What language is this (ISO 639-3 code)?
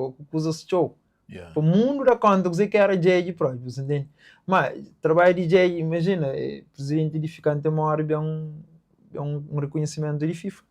kea